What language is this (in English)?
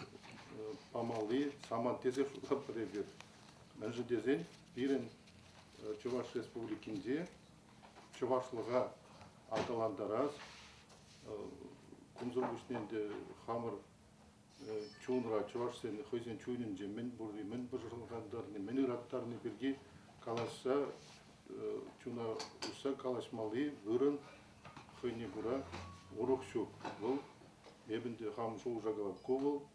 Chuvash